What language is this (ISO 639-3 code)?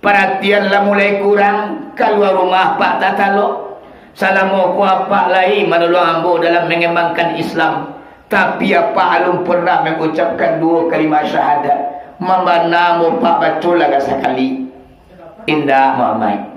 min